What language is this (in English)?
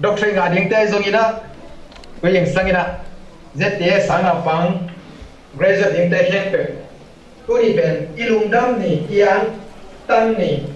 Tedim Chin